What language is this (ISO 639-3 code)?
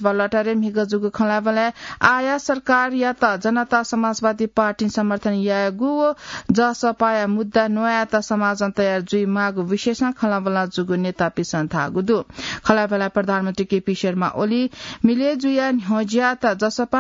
new